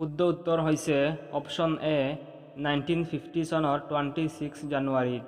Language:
Assamese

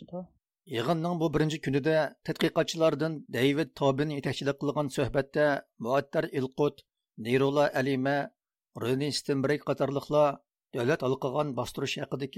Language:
Uyghur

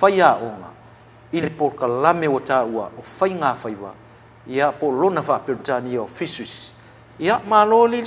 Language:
Samoan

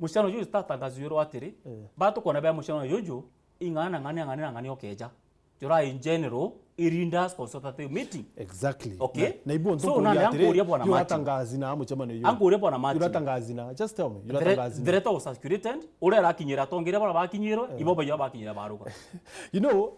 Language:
Meru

